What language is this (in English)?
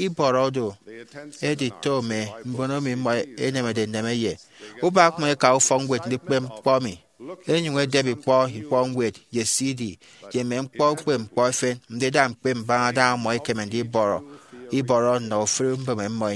Efik